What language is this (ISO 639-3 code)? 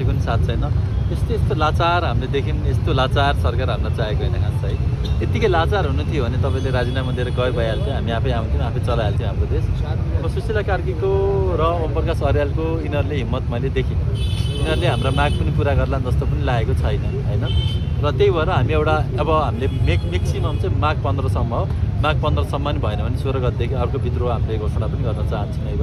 nep